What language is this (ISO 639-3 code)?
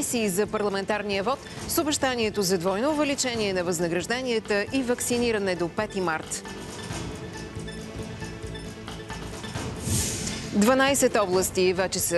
bul